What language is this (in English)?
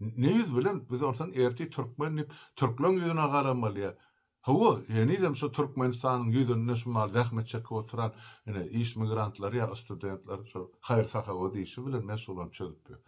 Turkmen